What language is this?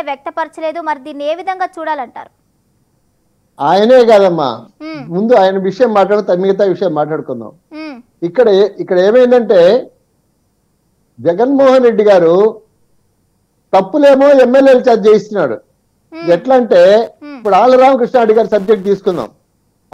Telugu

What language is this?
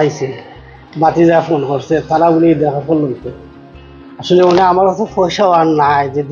Sylheti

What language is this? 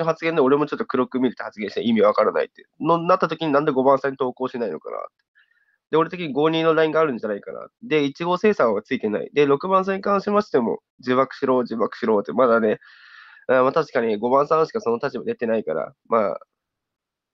Japanese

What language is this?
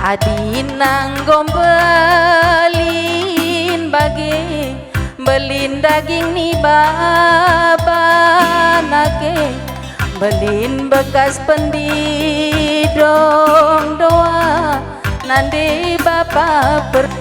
Batak Karo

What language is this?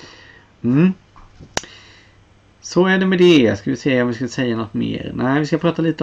Swedish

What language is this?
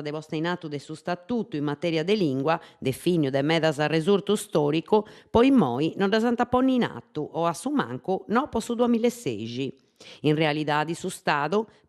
Sardinian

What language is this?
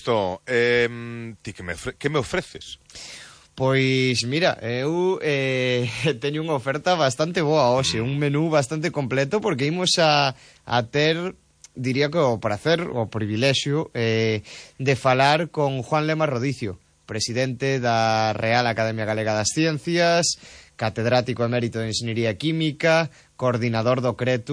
Galician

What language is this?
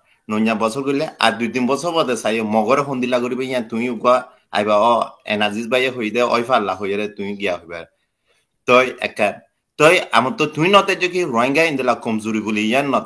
Rohingya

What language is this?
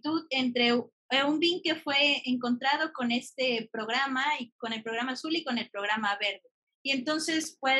Spanish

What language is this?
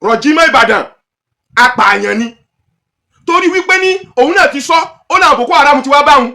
Yoruba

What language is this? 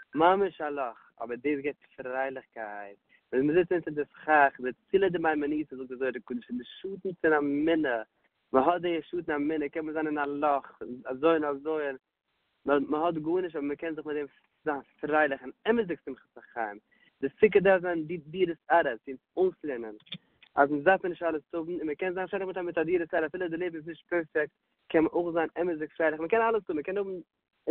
Yiddish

